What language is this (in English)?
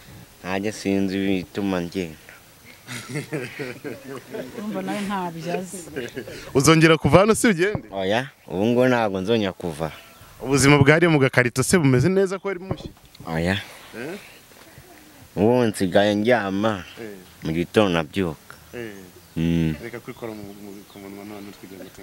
Kinyarwanda